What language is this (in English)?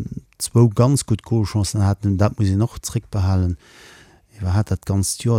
Luxembourgish